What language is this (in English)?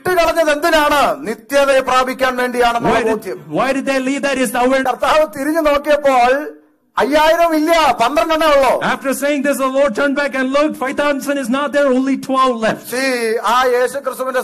Malayalam